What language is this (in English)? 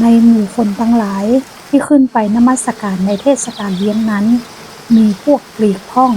Northern Thai